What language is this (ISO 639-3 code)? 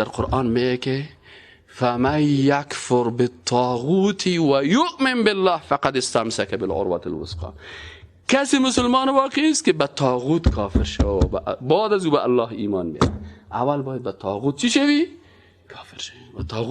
fas